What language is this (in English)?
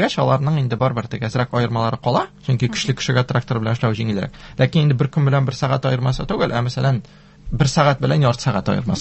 Tatar